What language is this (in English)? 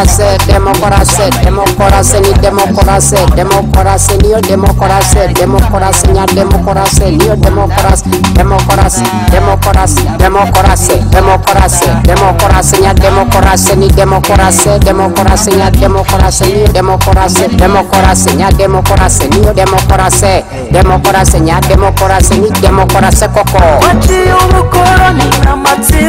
Kinyarwanda